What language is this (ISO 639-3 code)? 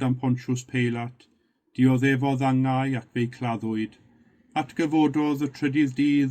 cym